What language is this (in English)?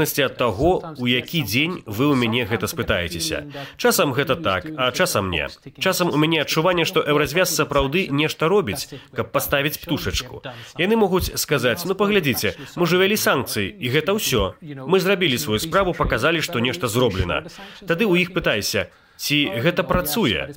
Belarusian